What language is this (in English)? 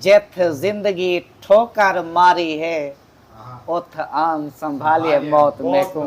Saraiki